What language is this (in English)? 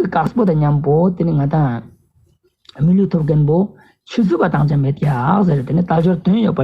Ladakhi